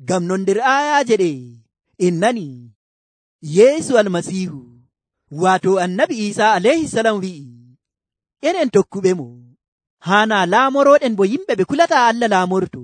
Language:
Nigerian Fulfulde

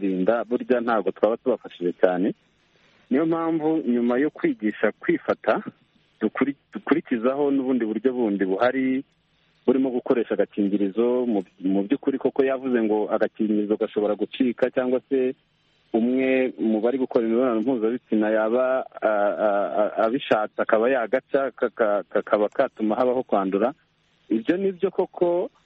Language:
Kinyarwanda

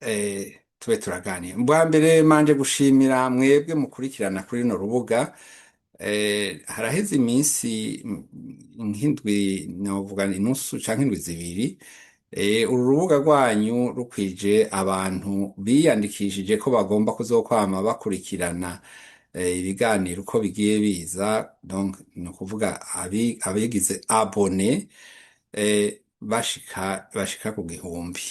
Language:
Rundi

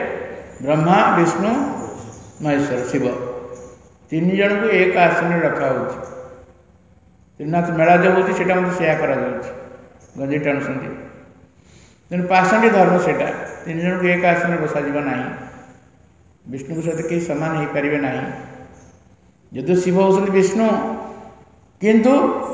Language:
Odia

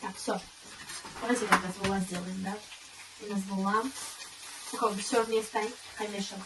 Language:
Tajik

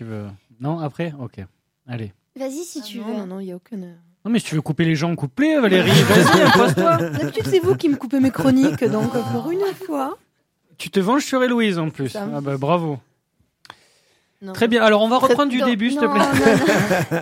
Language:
French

